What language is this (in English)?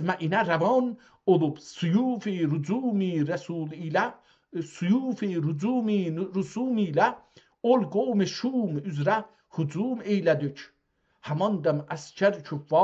South Azerbaijani